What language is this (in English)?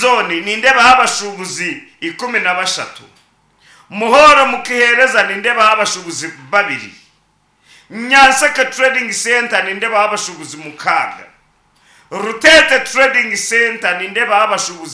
Nyankole